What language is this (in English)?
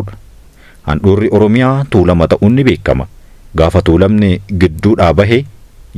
Oromo